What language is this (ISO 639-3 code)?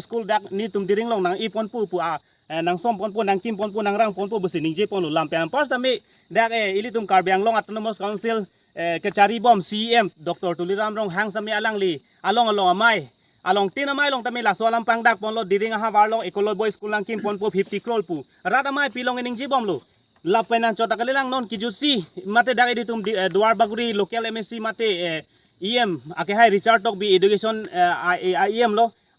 mjw